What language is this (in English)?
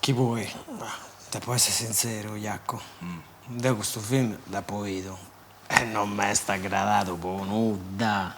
Sardinian